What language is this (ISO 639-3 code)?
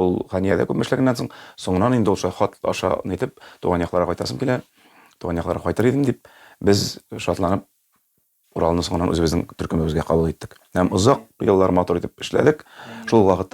tat